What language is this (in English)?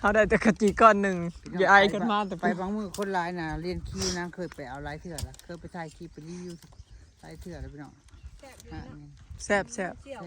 Northeastern Thai